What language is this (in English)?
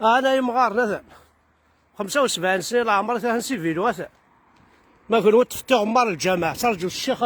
Kabyle